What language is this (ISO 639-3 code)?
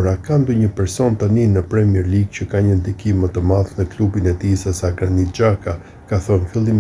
sqi